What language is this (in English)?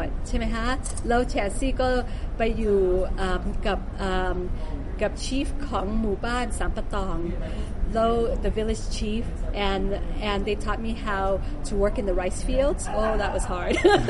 Thai